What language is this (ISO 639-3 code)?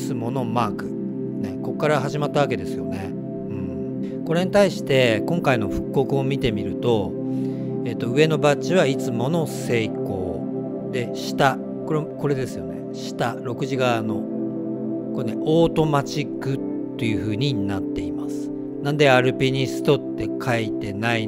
jpn